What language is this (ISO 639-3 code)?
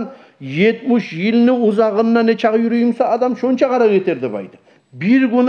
kum